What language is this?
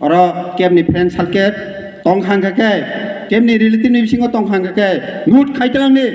Kok Borok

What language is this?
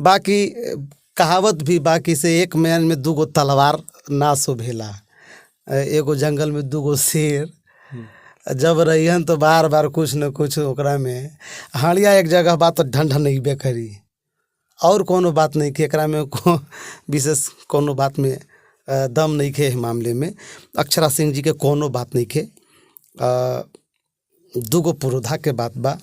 Bhojpuri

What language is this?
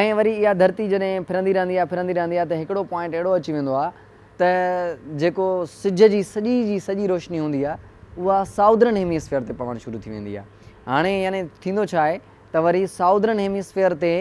Sindhi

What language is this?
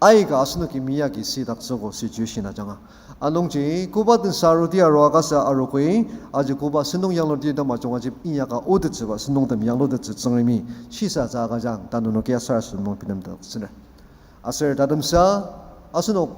Ao Naga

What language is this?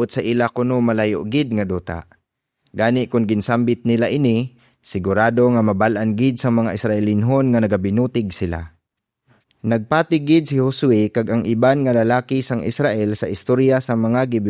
Hiligaynon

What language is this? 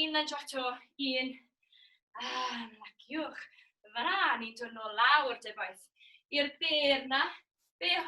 Welsh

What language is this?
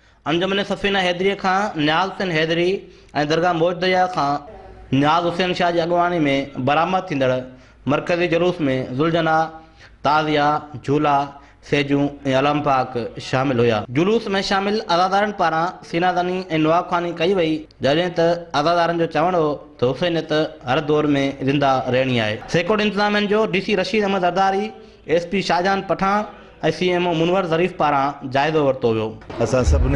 Sindhi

